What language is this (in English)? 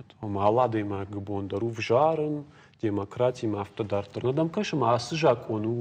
Ossetic